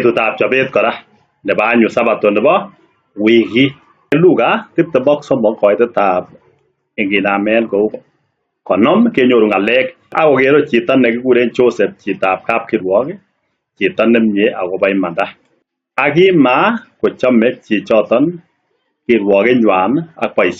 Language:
Kalenjin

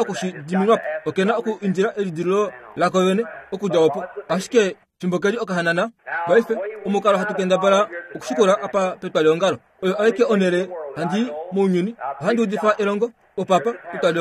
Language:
Kuanyama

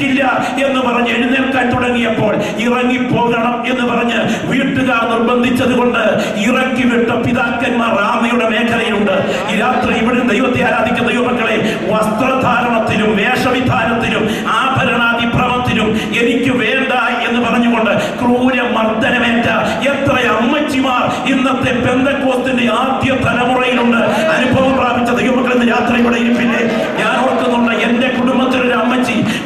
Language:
Malayalam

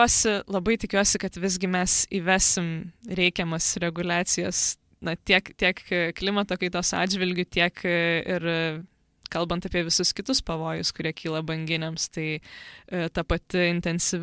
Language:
Lithuanian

